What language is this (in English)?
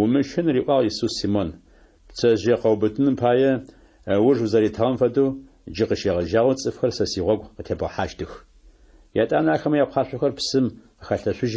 Adyghe